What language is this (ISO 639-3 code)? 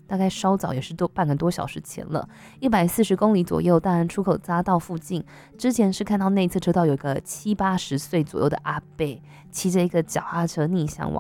zho